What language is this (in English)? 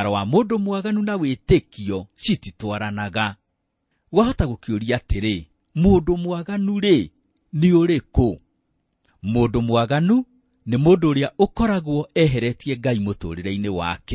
Kikuyu